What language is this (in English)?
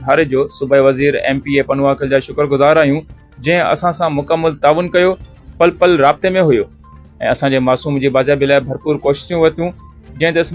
Sindhi